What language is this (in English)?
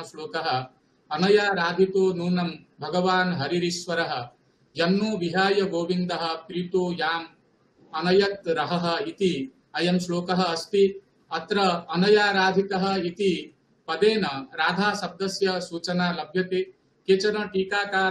Sanskrit